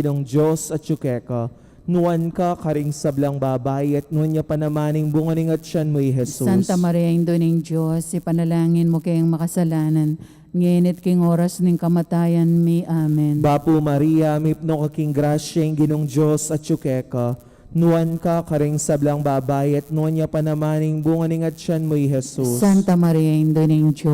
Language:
Pampanga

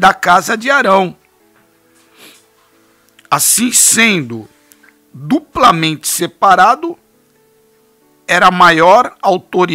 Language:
Portuguese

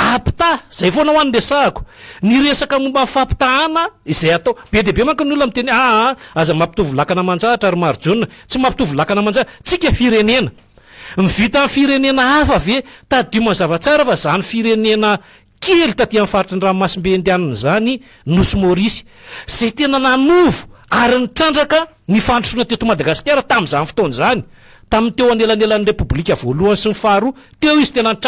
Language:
Malagasy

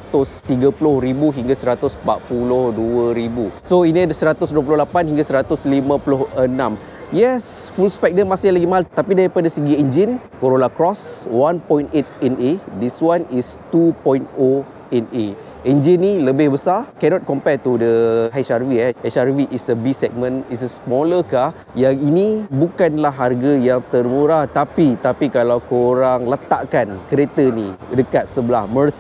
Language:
Malay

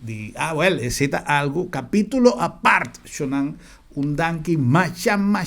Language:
Papiamento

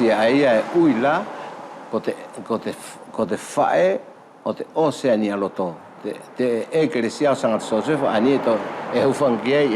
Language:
Wallisian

